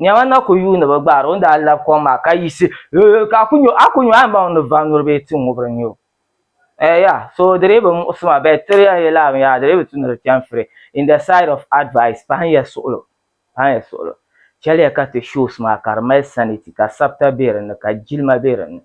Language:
Dagbani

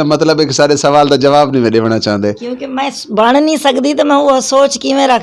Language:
Western Panjabi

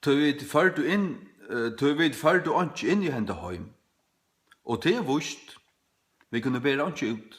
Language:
Faroese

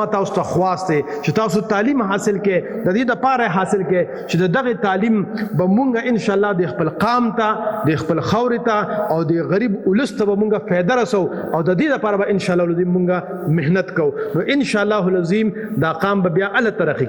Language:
Pashto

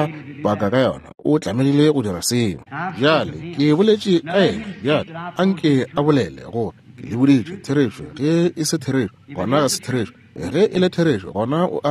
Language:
Northern Sotho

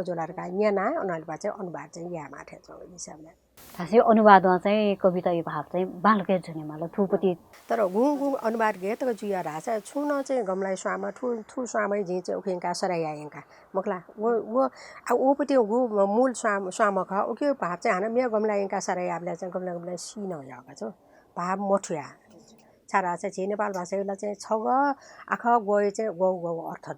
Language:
Newari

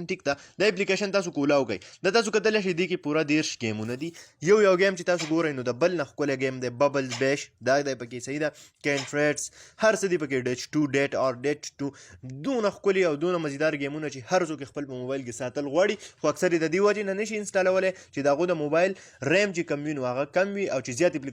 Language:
Pashto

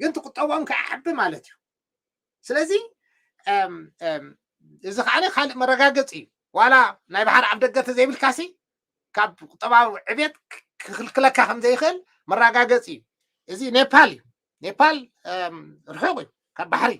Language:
Tigrinya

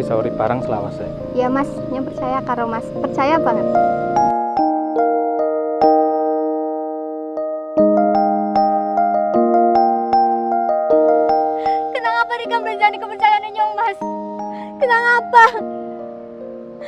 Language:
Javanese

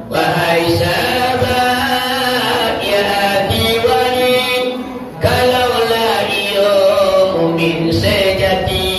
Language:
Minangkabau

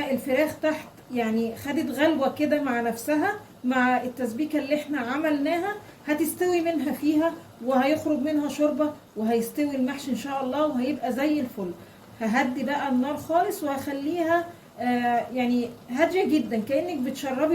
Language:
Egyptian Arabic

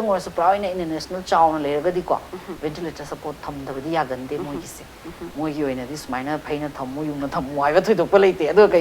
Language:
Manipuri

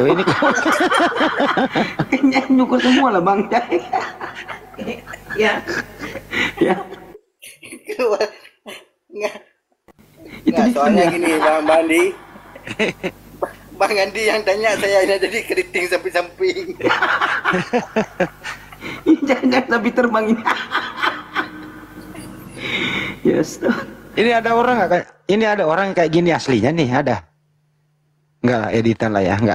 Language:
Indonesian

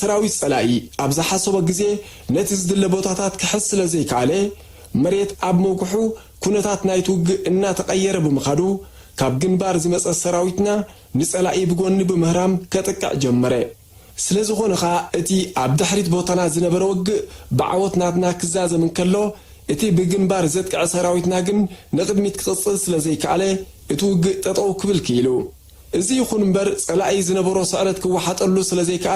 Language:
Tigrinya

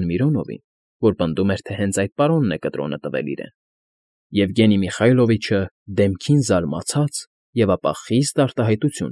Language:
Armenian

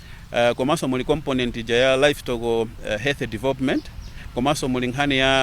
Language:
Nyanja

